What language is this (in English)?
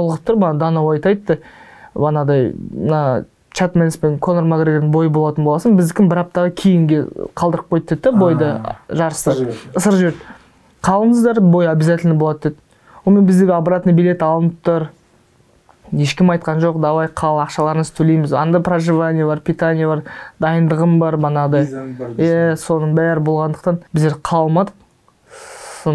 Kazakh